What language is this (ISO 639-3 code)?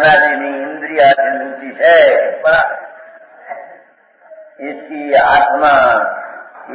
guj